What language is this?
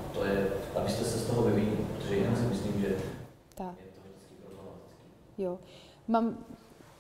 Czech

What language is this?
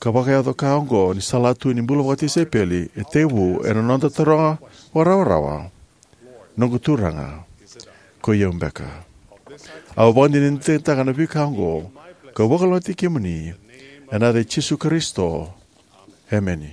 Fijian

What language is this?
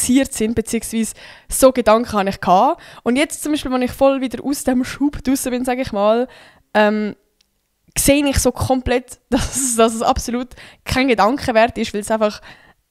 Swiss German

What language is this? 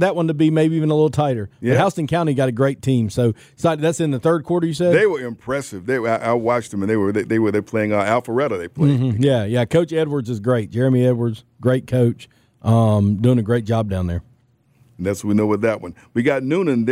English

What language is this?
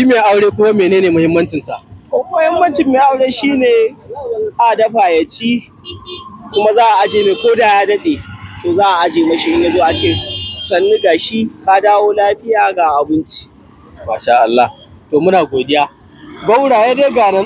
Hausa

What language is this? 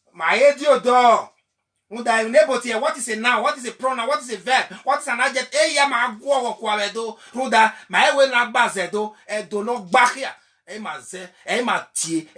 Bini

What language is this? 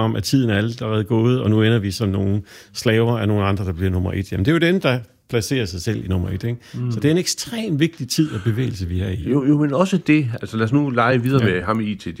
Danish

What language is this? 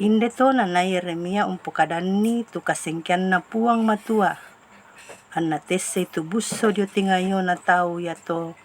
Toraja-Sa'dan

